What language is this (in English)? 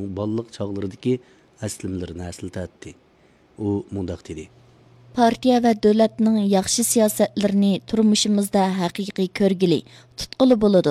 Uyghur